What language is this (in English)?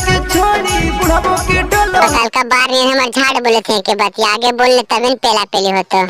Magahi